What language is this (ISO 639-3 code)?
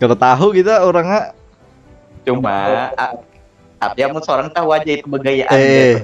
bjn